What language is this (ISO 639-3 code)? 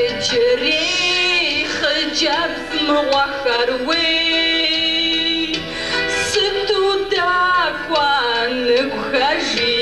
kbd